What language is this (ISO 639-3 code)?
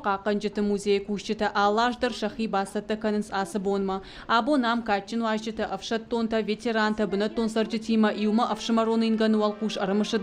oss